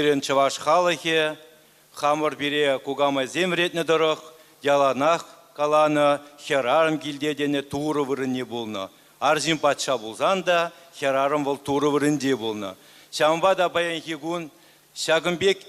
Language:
Chuvash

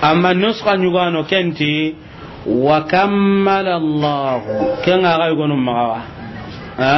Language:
Soninke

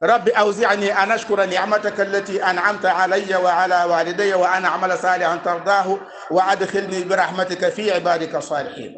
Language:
Wolof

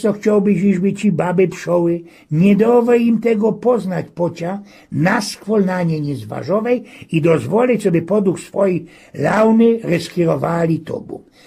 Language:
Silesian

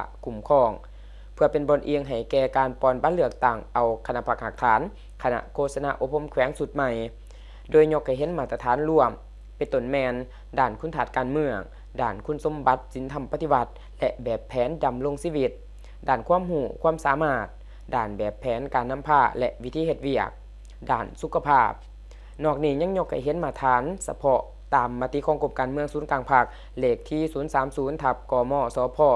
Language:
Lao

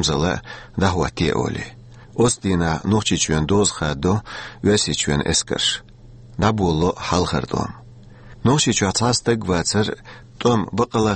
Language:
Chechen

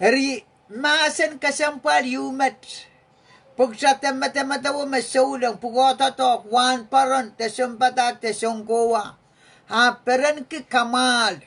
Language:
Pohnpeian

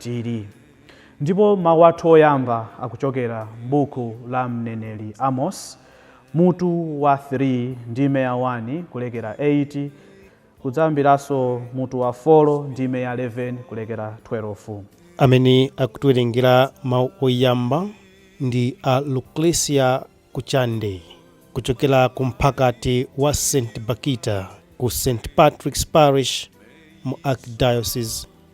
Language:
Nyanja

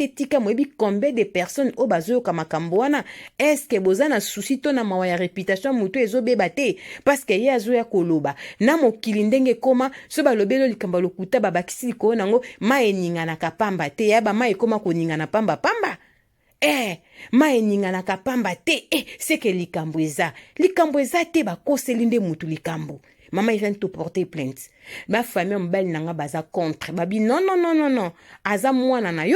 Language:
Lingala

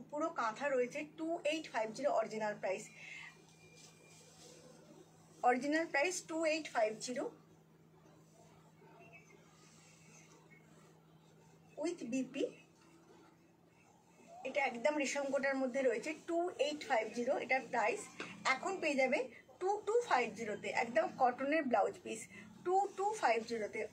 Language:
Bangla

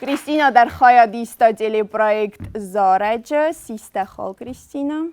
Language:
Ossetic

